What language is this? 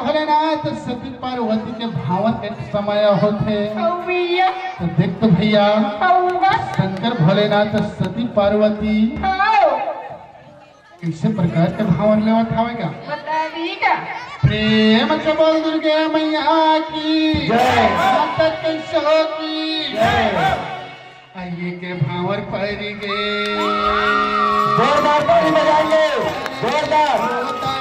Chhattisgarhi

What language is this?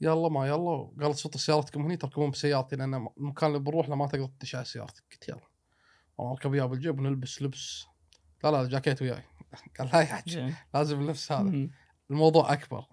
Gulf Arabic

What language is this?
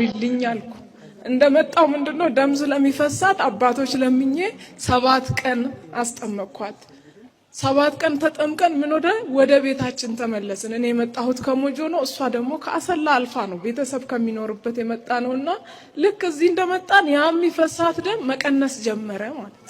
Amharic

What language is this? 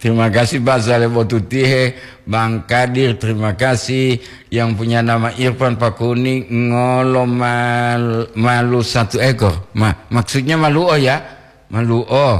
Gorontalo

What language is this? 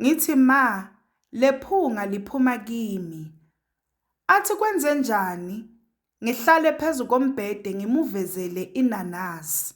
Zulu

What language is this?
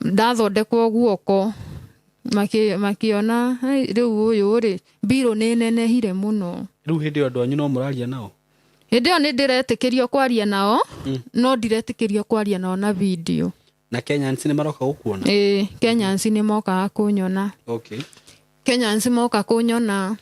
Kikuyu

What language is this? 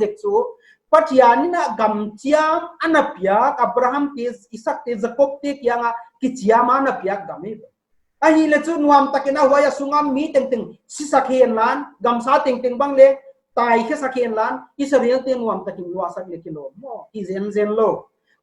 Paite Chin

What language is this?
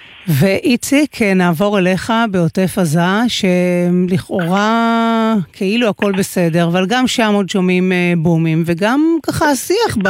Hebrew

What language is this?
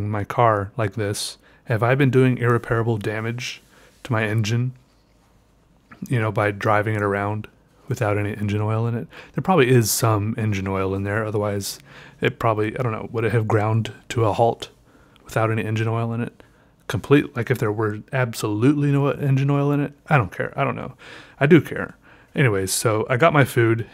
English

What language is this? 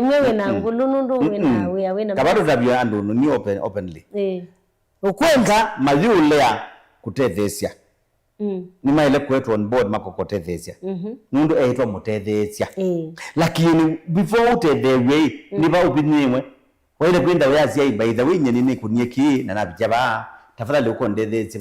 Kamba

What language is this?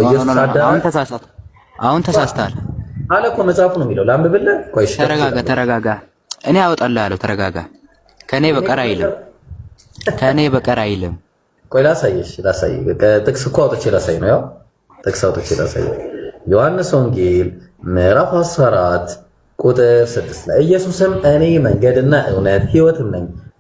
Amharic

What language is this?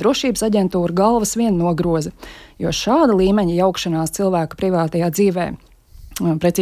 Latvian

